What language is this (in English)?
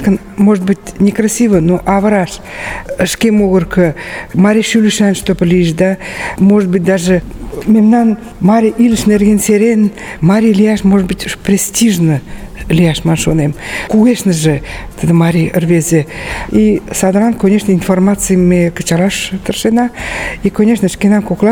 Mari